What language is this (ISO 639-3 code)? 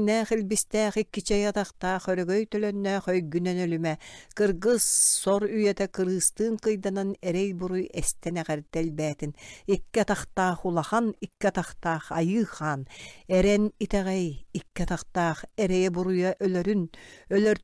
sah